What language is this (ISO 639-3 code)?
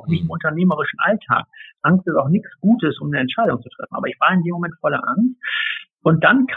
deu